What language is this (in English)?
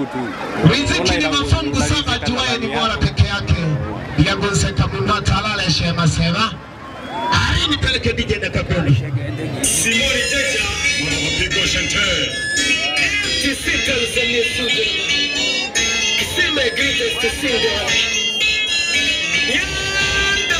Swahili